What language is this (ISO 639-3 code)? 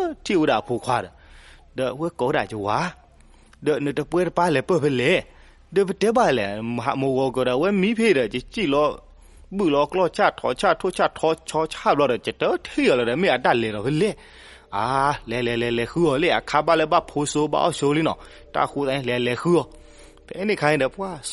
ksw